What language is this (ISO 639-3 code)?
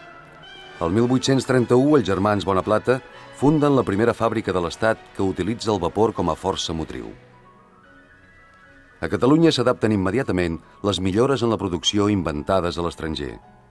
cat